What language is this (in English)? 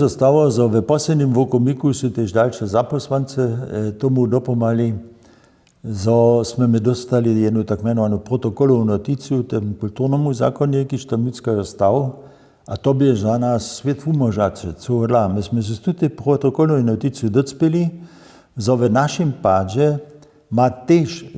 Upper Sorbian